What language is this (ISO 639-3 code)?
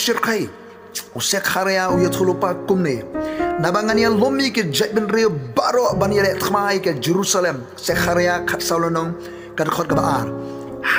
kha